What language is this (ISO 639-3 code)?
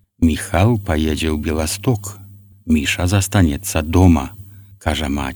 bel